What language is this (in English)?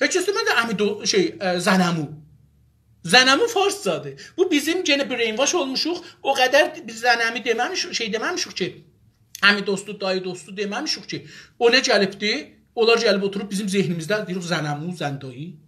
South Azerbaijani